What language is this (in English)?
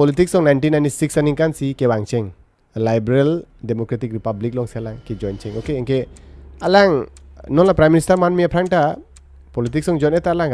Karbi